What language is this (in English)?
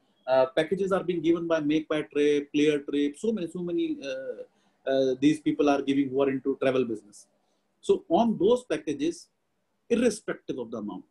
English